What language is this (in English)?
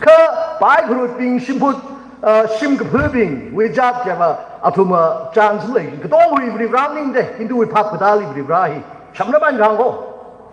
Tangkhul Naga (India)